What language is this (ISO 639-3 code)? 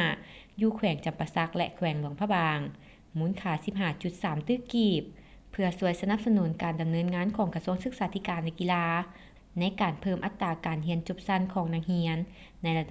lao